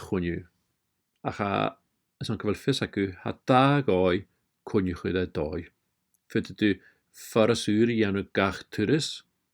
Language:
Scottish Gaelic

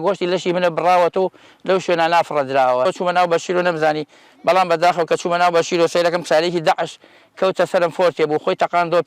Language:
Central Kurdish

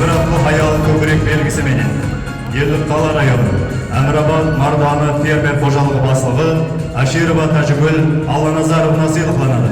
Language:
Kara-Kalpak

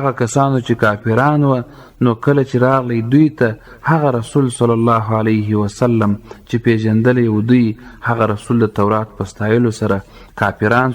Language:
Pashto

